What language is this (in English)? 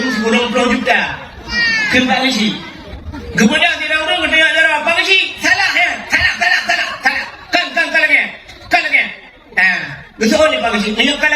Achinese